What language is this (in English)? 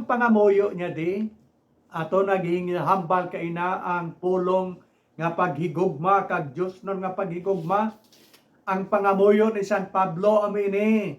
Hiligaynon